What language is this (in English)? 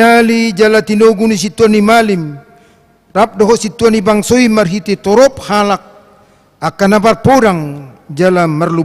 Batak Toba